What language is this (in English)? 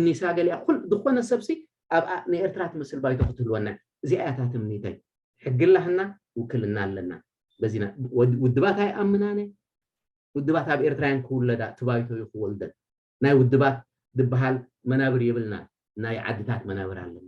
Tigrinya